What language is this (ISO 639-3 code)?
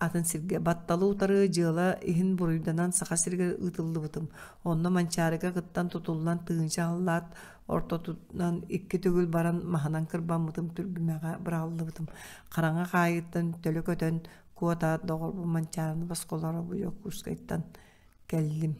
sah